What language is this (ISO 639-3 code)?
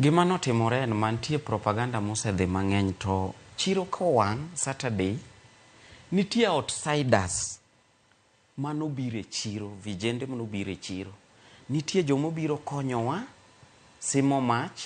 luo